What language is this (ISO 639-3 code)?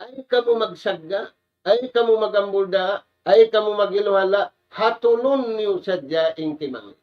tsg